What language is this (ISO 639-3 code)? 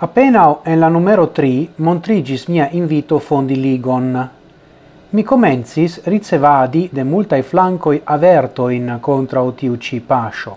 epo